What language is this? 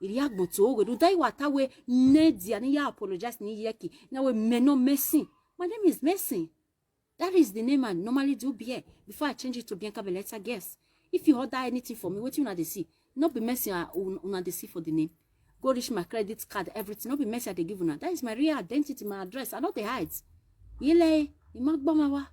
Nigerian Pidgin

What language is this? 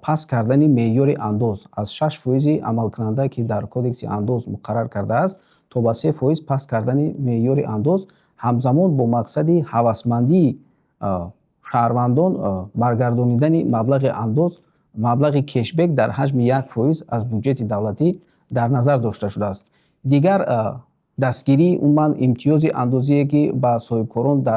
Tajik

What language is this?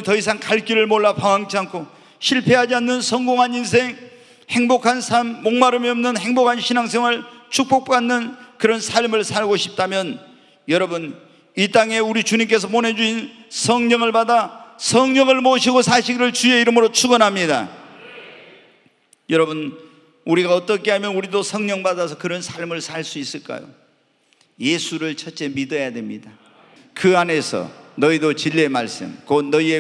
Korean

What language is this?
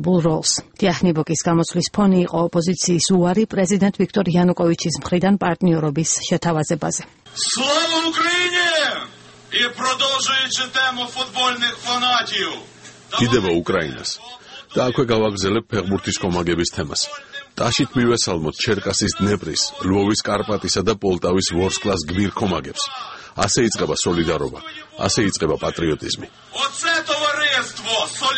Georgian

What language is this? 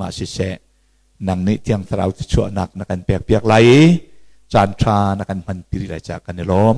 Hakha Chin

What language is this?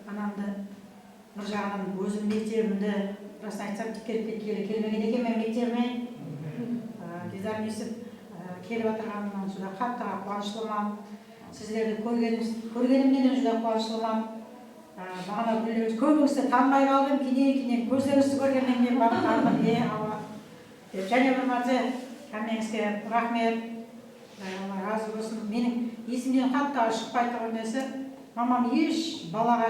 Kara-Kalpak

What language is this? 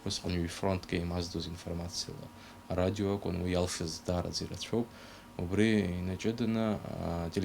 Abkhazian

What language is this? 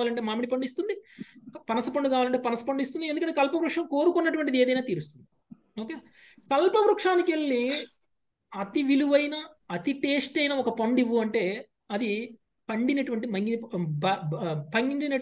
Telugu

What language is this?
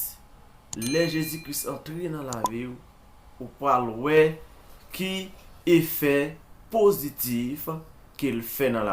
Haitian Creole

